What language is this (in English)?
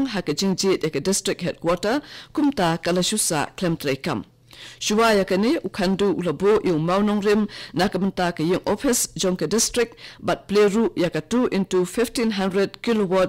Khasi